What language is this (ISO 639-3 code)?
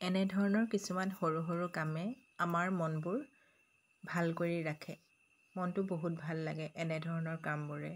asm